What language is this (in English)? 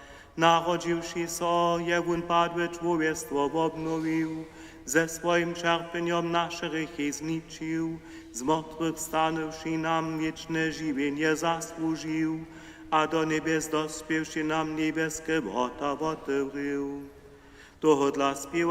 Upper Sorbian